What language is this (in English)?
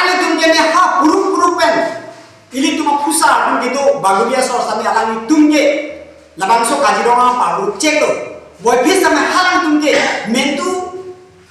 Karbi